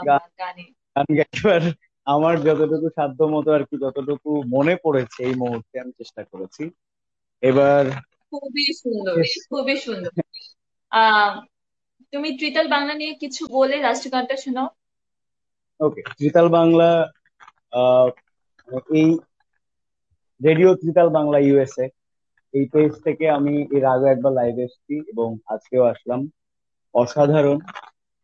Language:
Bangla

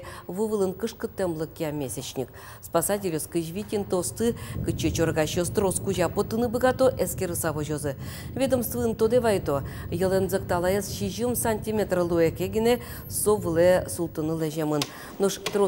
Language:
Udmurt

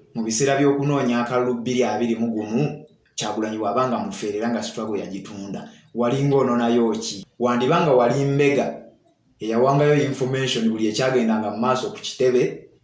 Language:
Ganda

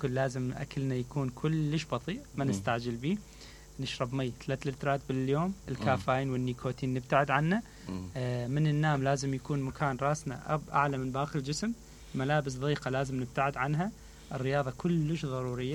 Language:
Mesopotamian Arabic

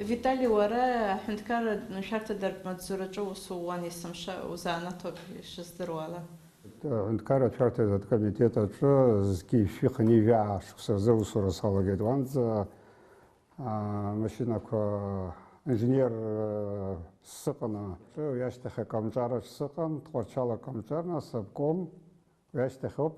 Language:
Abkhazian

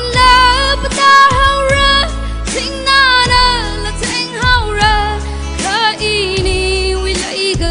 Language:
Tangkhul Naga (India)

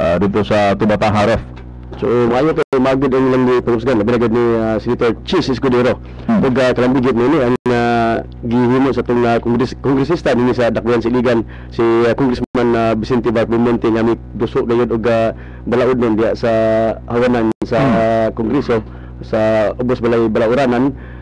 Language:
Cebuano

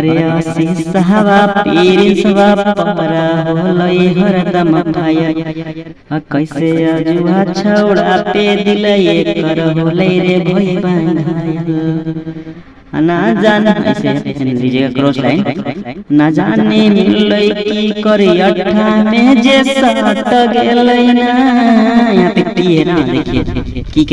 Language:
Magahi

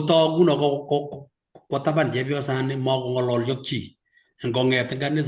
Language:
Kalenjin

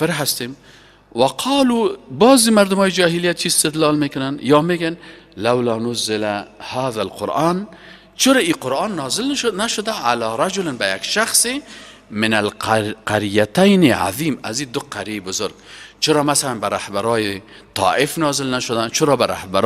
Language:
Persian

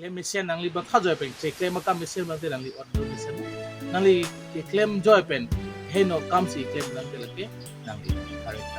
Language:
Karbi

